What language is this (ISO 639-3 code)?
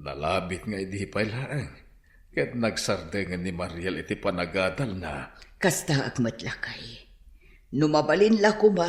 ilo